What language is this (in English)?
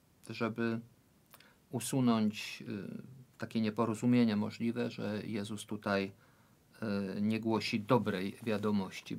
Polish